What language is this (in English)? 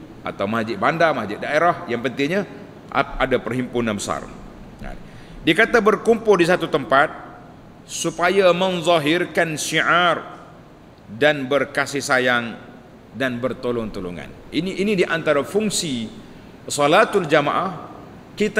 Malay